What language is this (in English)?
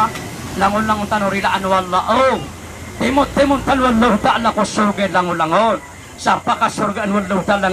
Maranao